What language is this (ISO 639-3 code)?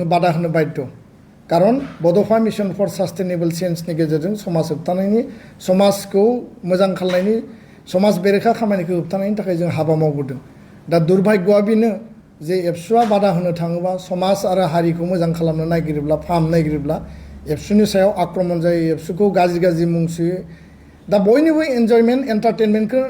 brx